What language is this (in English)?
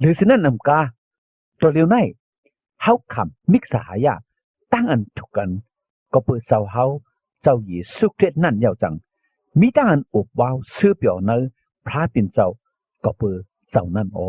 Shan